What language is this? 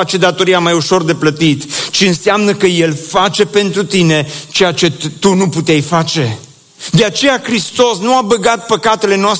Romanian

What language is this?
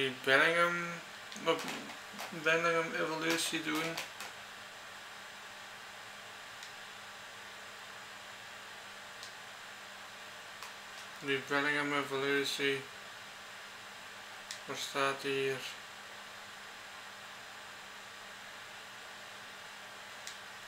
Dutch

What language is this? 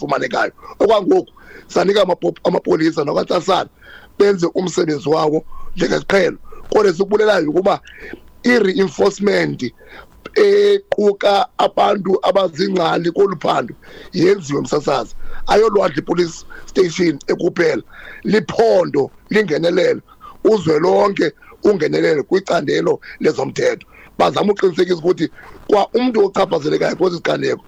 Xhosa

